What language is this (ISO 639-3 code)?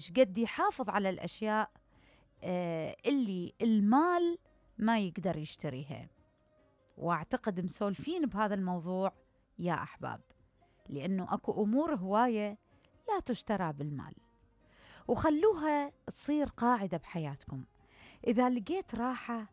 acm